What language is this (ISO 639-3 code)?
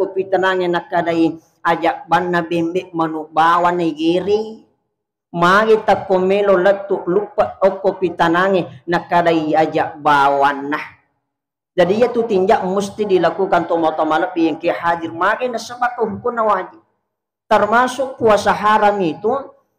bug